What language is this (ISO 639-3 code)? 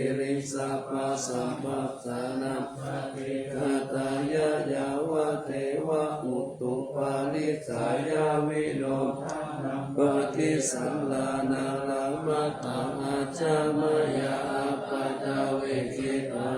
pli